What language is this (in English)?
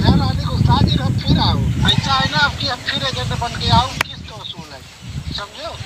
Awadhi